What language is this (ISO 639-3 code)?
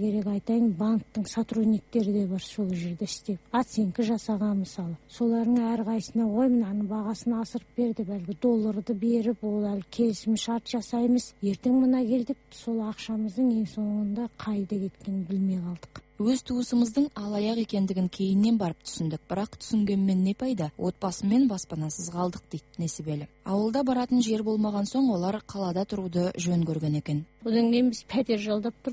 kaz